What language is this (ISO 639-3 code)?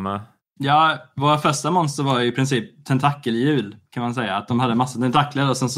swe